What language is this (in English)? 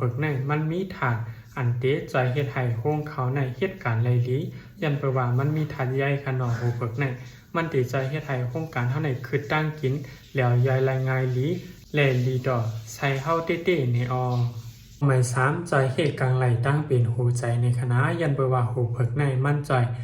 Shan